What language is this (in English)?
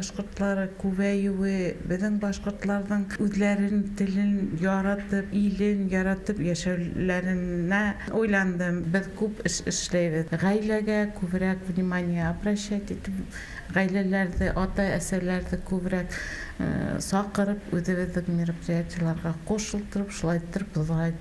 Bashkir